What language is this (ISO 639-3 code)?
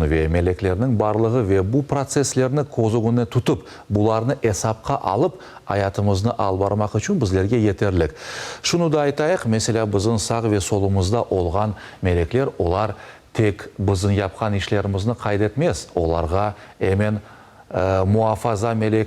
crh